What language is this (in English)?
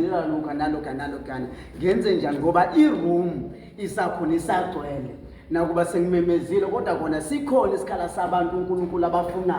Zulu